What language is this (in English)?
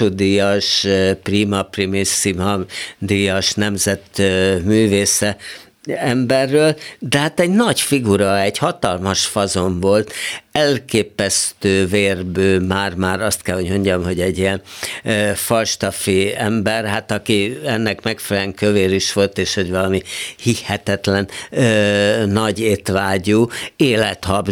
Hungarian